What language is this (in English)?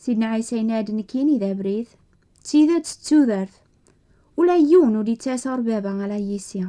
Kabyle